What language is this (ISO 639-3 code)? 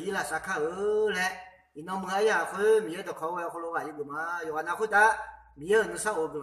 ahk